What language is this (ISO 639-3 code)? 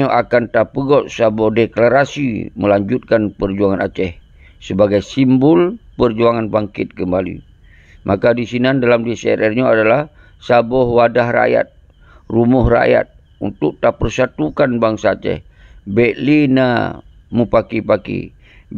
ace